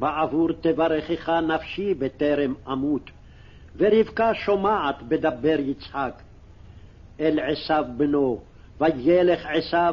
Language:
Hebrew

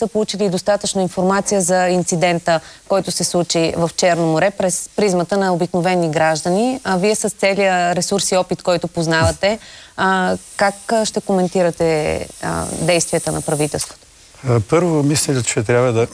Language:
Bulgarian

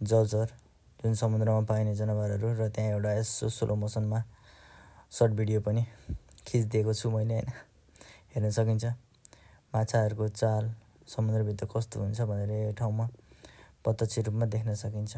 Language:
Nepali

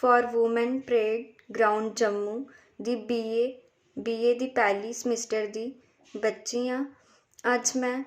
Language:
Dogri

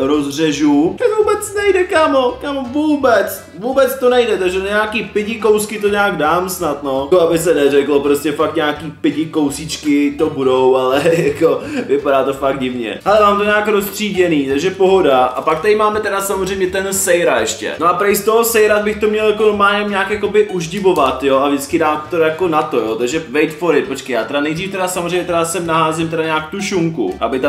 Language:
Czech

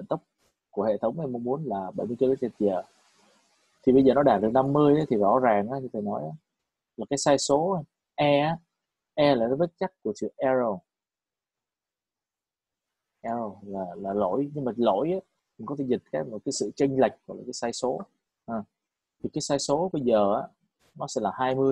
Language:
Vietnamese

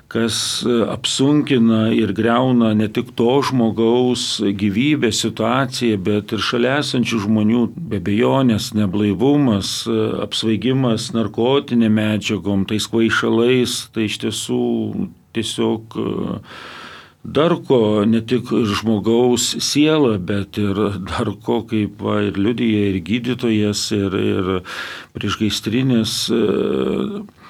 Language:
Lithuanian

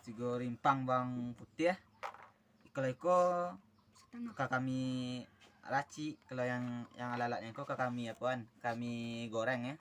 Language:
Minangkabau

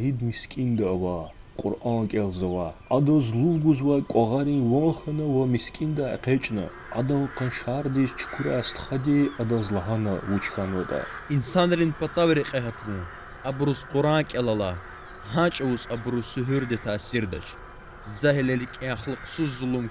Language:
Lezghian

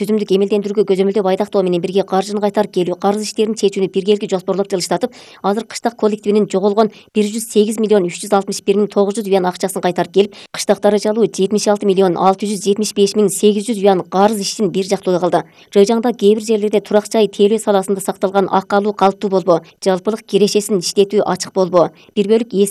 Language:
Kyrgyz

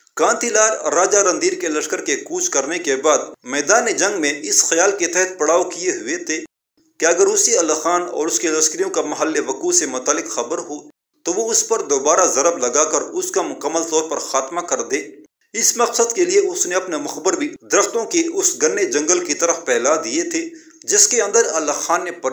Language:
Urdu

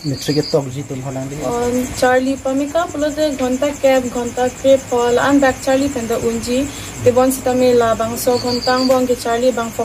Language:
Karbi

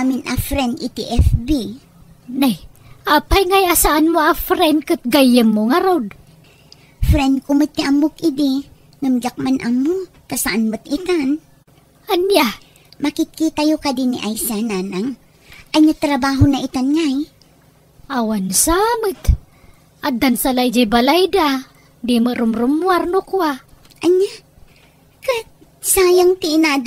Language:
Iloko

